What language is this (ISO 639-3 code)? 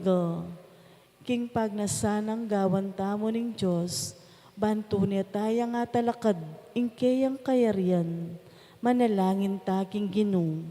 pam